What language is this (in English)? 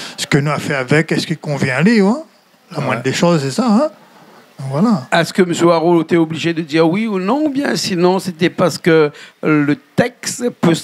Réunion Creole French